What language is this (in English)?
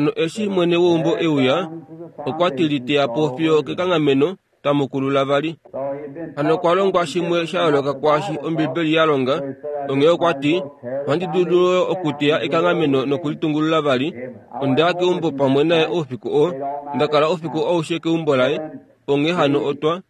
Kuanyama